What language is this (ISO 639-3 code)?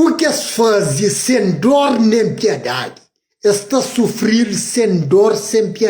kea